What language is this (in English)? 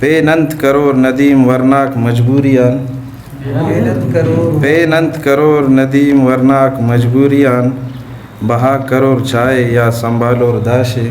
Brahui